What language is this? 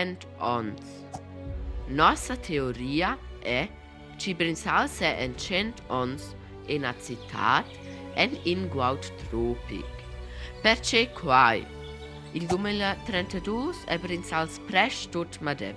Romansh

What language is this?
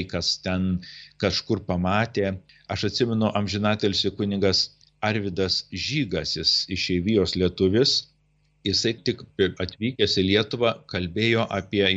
Lithuanian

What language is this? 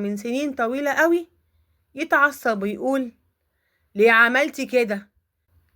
Egyptian Arabic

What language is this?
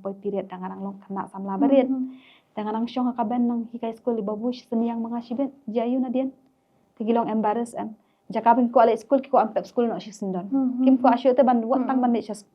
Khasi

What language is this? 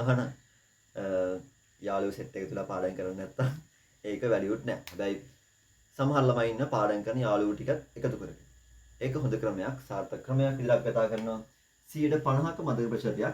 Sinhala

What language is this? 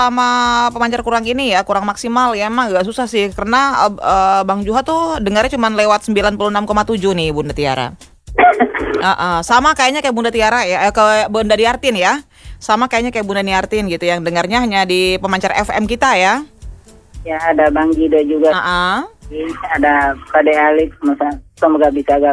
Indonesian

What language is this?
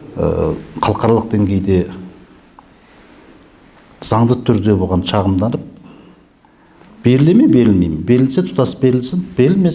Kazakh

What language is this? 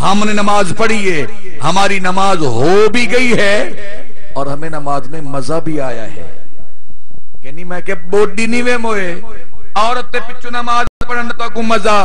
Saraiki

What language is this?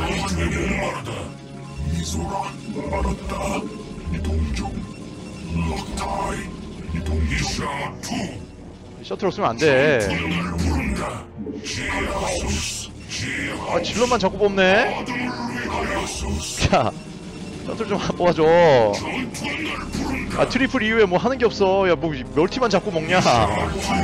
Korean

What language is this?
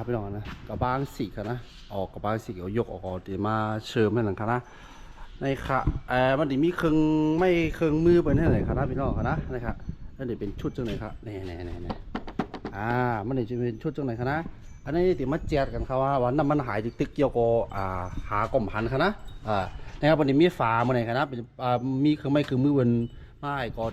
Shan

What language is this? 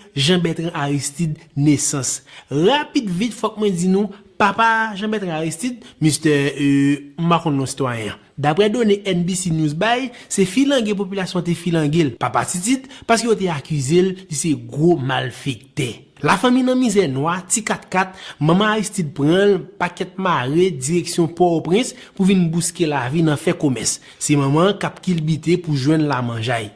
Haitian Creole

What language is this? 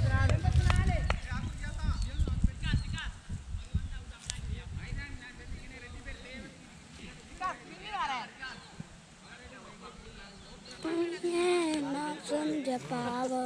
Tamil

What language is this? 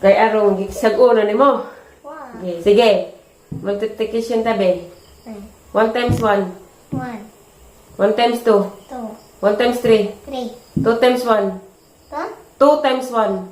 Cebuano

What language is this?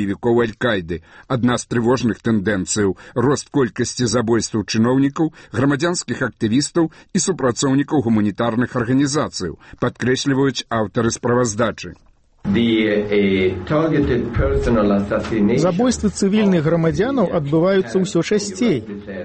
Belarusian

